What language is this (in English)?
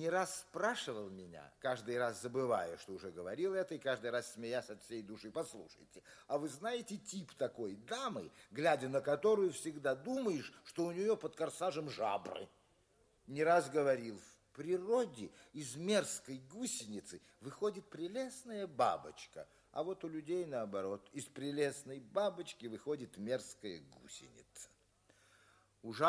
Russian